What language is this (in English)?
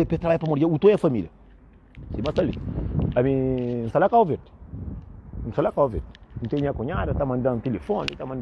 Kabuverdianu